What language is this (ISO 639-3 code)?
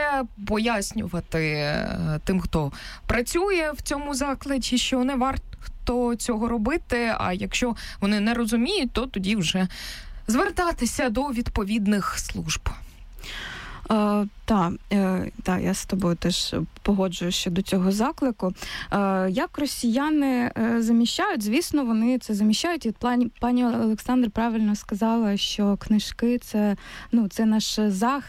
ukr